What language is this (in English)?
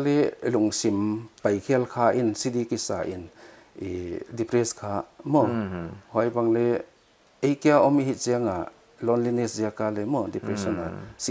Paite Chin